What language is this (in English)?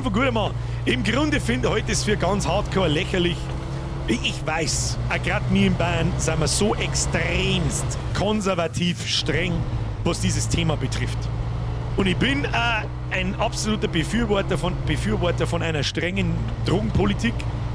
Bavarian